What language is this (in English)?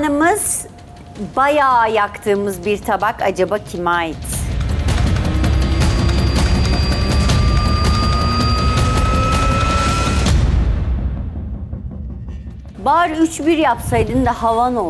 Turkish